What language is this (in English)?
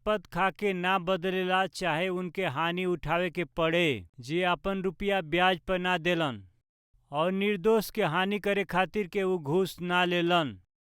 Bhojpuri